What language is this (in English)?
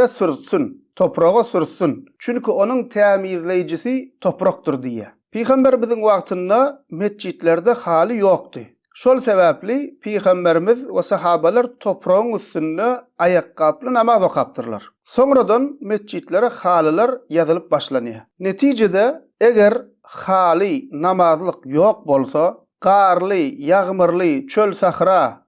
Turkmen